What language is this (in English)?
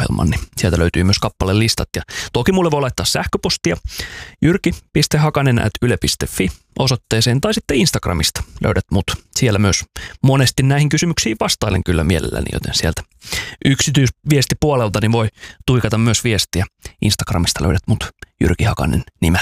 Finnish